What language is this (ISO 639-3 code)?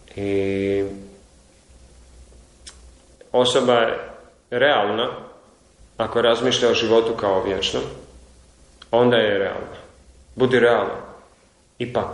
hrv